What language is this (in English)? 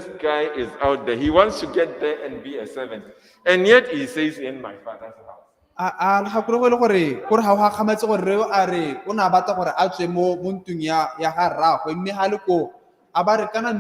Tswana